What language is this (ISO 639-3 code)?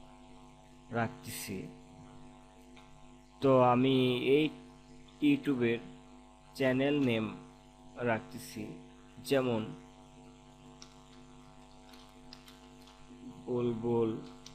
ben